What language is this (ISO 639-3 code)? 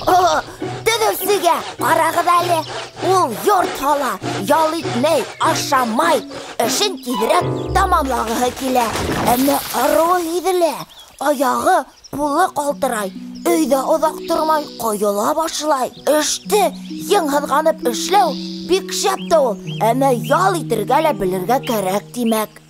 bak